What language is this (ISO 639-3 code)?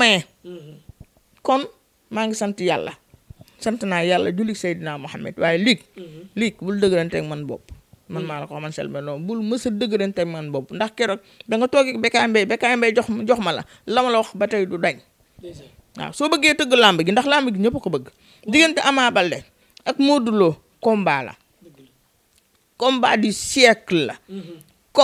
wol